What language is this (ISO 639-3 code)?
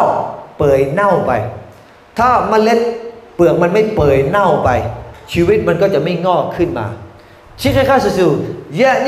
lhu